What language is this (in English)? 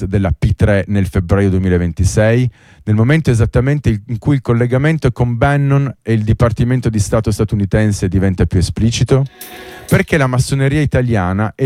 Italian